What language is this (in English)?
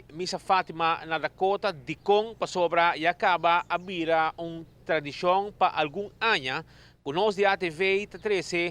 Papiamento